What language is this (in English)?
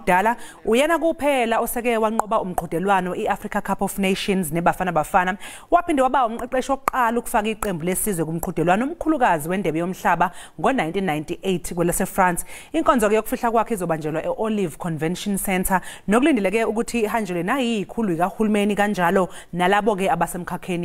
Zulu